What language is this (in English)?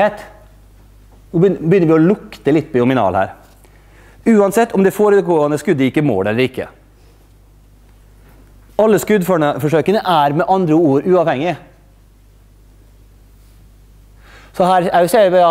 Norwegian